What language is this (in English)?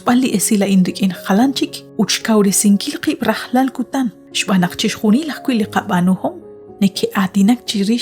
Kekchí